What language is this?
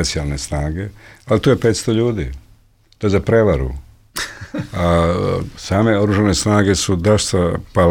Bosnian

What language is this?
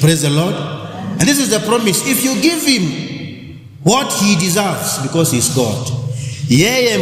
Kamba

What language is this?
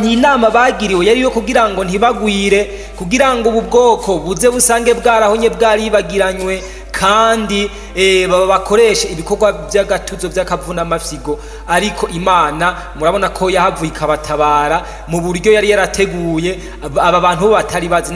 Rundi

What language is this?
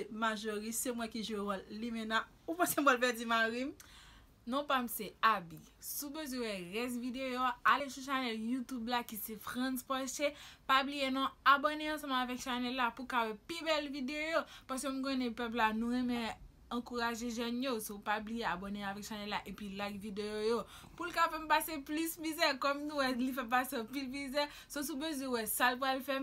Haitian Creole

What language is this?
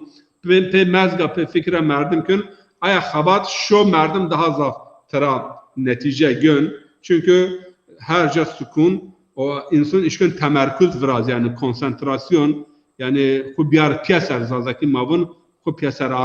Zaza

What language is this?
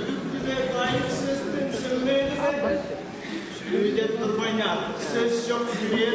Tuvinian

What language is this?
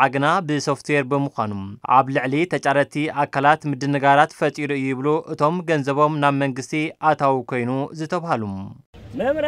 Tigrinya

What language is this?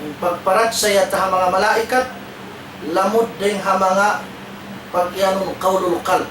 Tausug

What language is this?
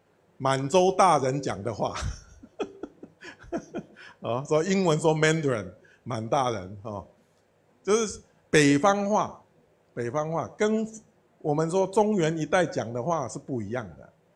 Chinese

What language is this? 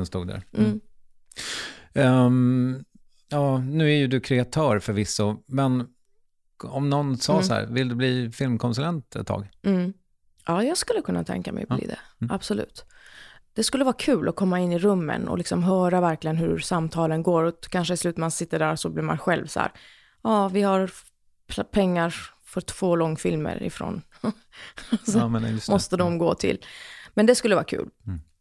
Swedish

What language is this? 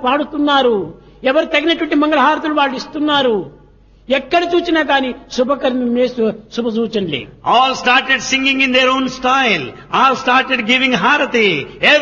Telugu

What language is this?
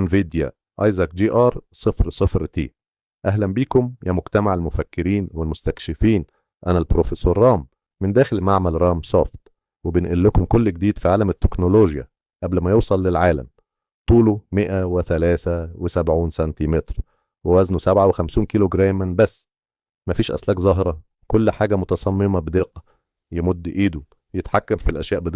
Egyptian Arabic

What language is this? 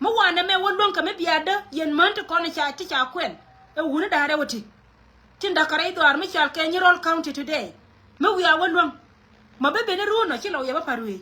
Nuer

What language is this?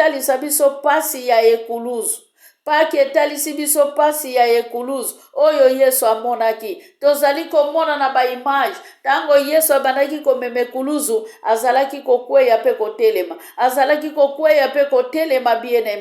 Lingala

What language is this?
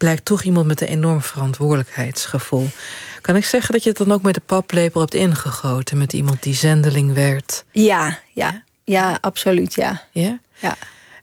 Dutch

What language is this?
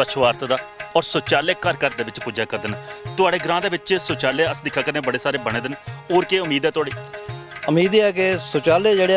Dogri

